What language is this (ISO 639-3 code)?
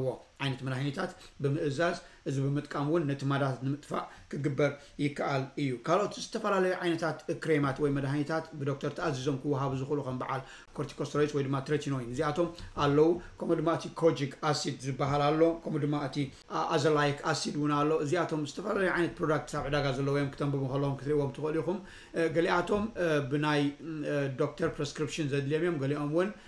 tir